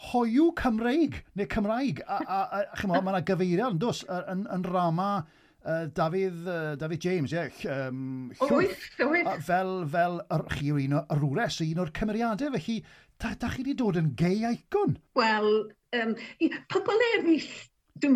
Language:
Welsh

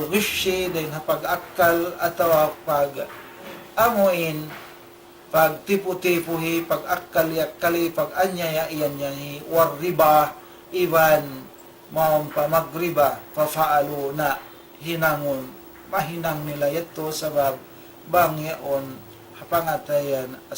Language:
Tausug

